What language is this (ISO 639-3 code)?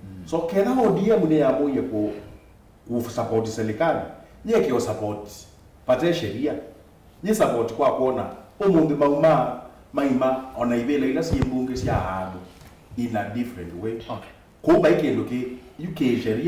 kam